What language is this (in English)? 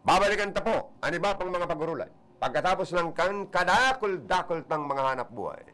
Bikol